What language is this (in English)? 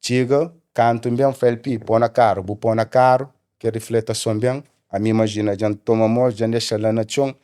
Kabuverdianu